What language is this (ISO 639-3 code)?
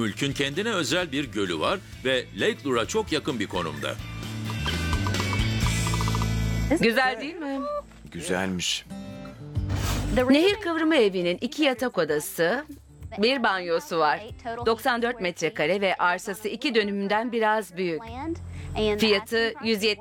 tur